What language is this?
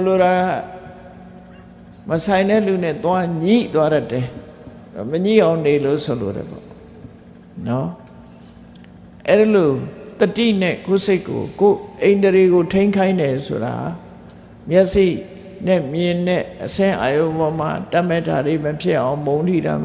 Burmese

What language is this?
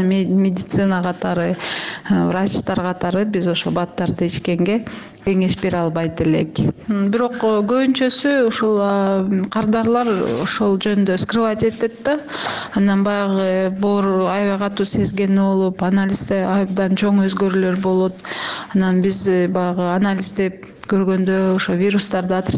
Kyrgyz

